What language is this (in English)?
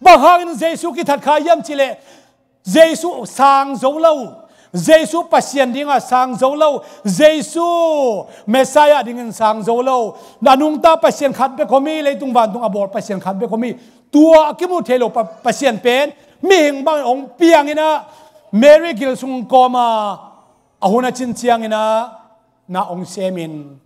Tedim Chin